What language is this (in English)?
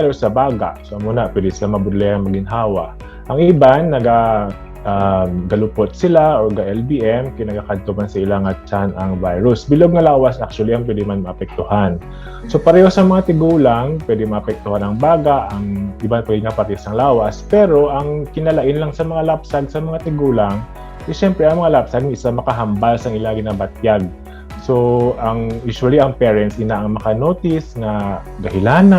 Hiligaynon